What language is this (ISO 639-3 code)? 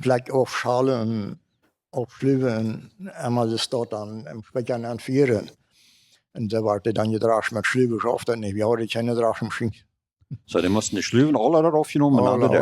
pdt